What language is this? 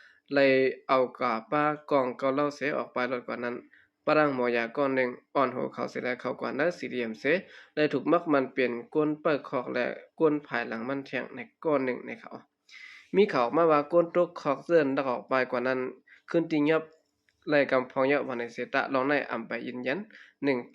Shan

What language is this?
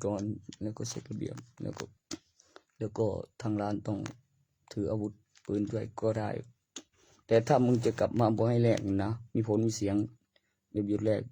Northeastern Thai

